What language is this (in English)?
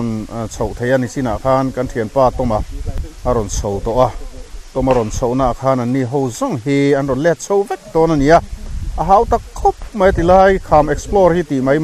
Mizo